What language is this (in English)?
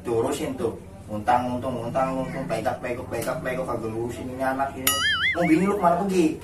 Betawi